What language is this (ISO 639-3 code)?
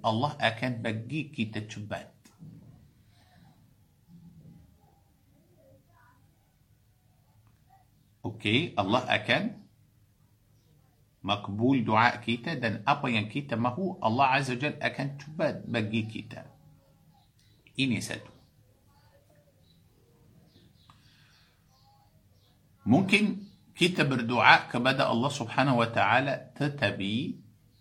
msa